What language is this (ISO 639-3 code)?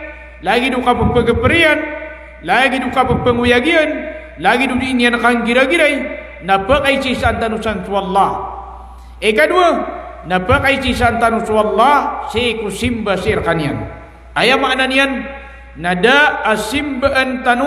mrw